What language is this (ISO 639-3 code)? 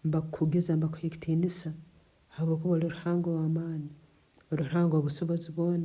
nyn